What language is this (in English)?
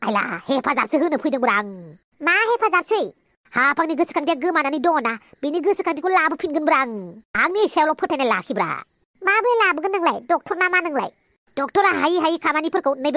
Bodo